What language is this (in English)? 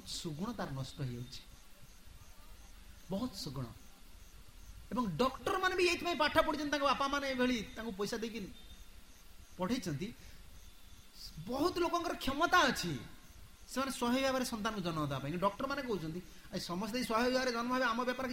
Odia